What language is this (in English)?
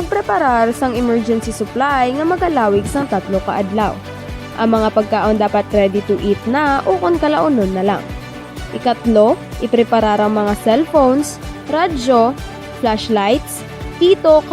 Hiligaynon